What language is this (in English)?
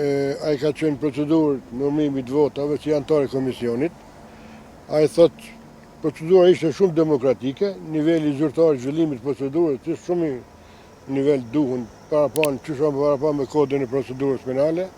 Albanian